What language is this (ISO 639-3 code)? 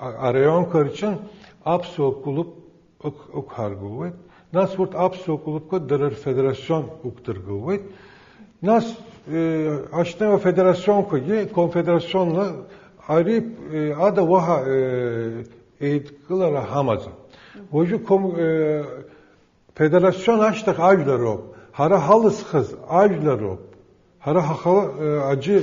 abk